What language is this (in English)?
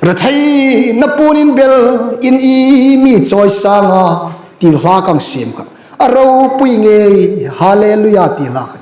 Hmar